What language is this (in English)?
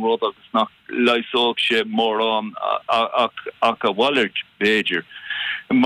Irish